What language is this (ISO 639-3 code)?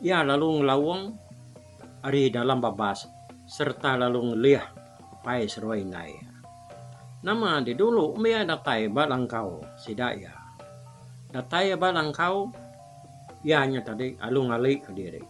iba